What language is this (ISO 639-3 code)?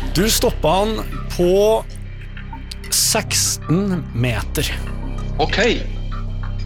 nor